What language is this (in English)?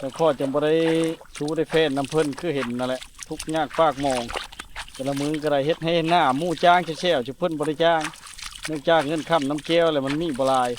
Lao